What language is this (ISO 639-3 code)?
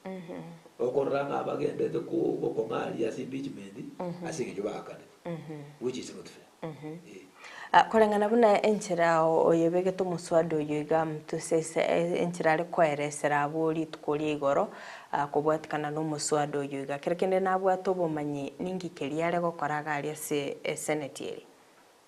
guz